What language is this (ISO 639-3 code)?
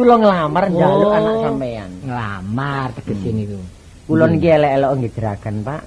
jav